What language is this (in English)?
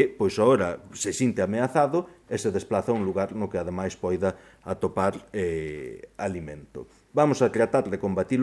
Galician